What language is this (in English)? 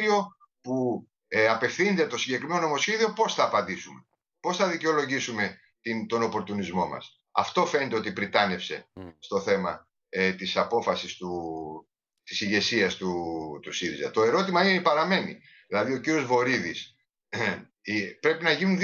Greek